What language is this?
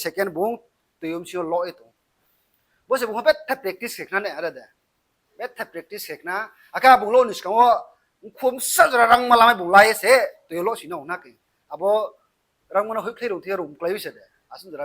Riang (India)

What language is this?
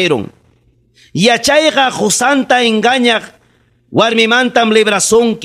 Ayacucho Quechua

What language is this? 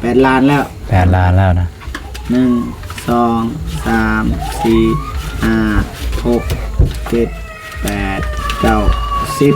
Lao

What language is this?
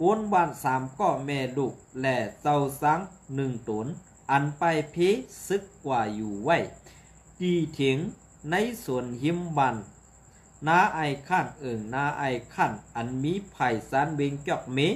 Shan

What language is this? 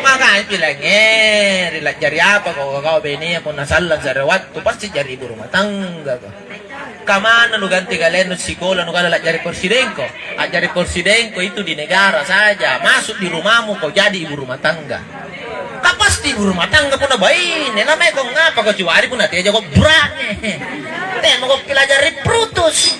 Makasar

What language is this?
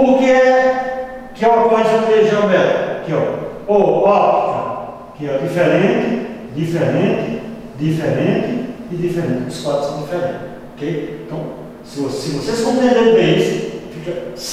Portuguese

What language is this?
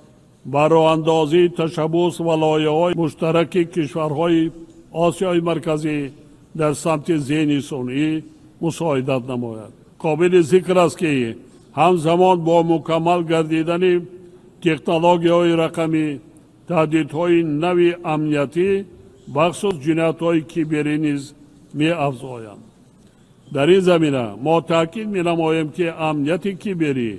Tajik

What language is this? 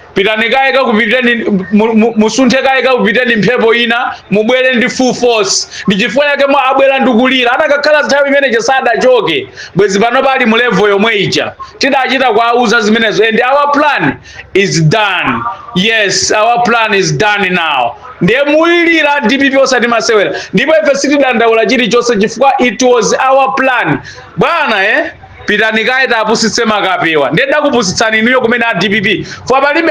Nyanja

